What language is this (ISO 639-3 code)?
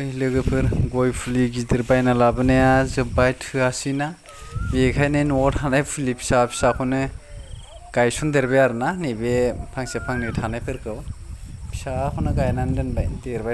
brx